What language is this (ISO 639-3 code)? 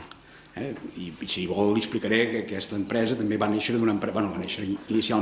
cat